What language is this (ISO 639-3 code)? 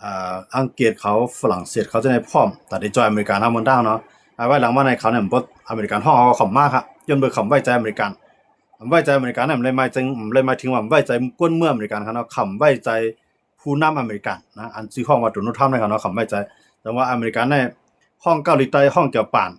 shn